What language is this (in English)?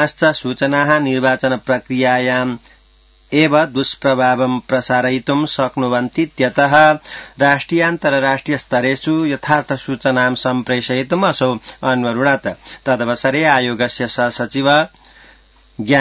Sanskrit